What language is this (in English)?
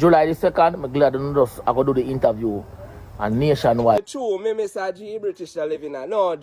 Jamaican Creole English